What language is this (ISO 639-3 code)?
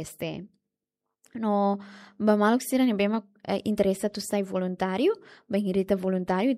tet